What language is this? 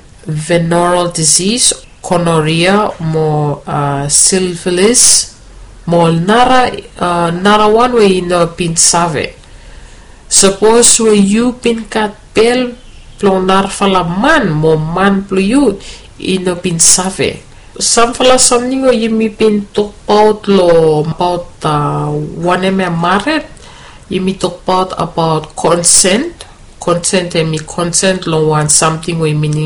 Bislama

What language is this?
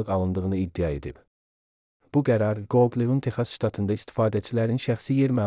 Azerbaijani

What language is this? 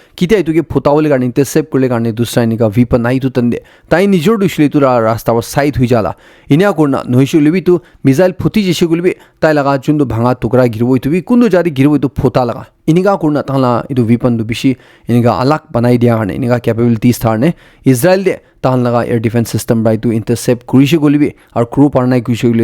Naga Pidgin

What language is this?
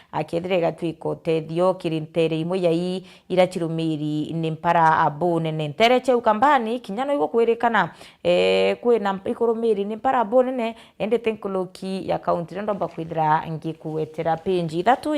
Meru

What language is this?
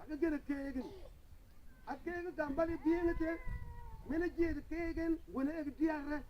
Mabaan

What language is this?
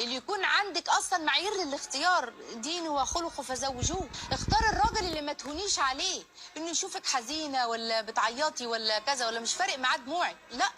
Egyptian Arabic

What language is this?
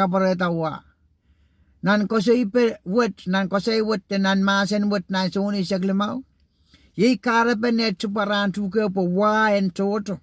Pohnpeian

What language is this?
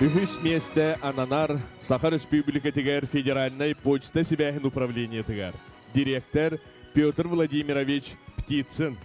Yakut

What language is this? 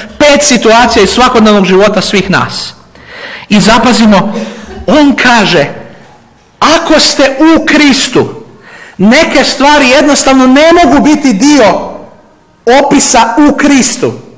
Croatian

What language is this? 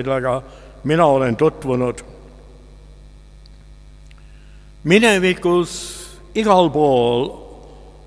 Estonian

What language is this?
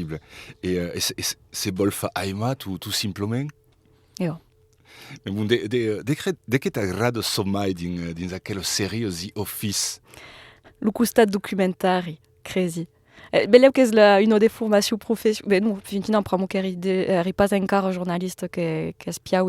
Occitan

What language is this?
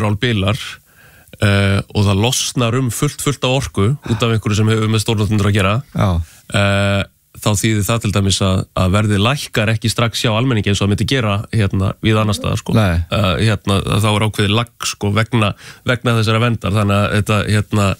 Icelandic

